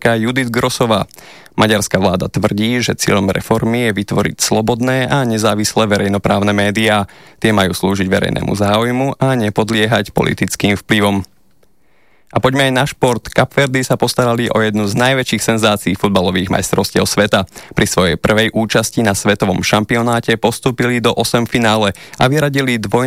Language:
Slovak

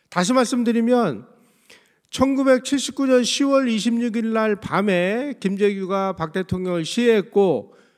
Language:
Korean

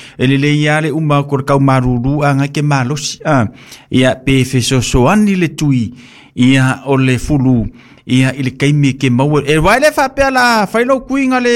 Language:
Samoan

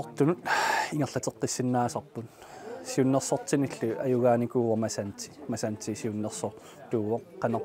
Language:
Kalaallisut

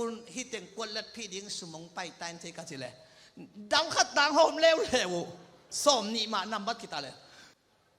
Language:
Tedim Chin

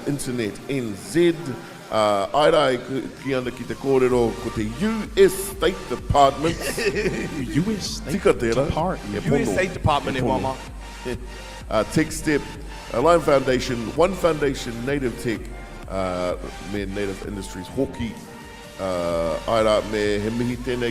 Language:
Māori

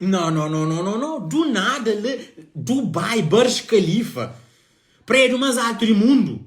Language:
Kabuverdianu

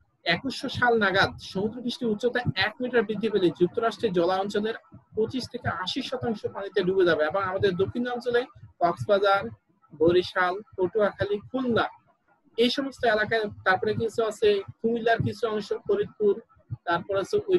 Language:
Bangla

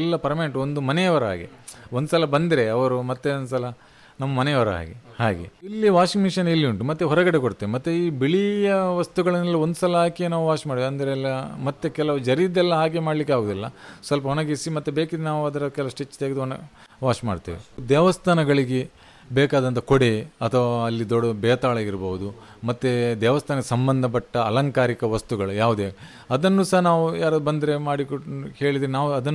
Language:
Kannada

